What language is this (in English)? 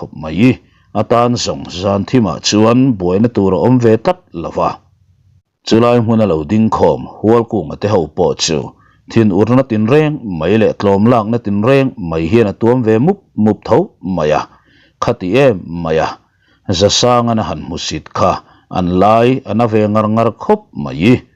Mizo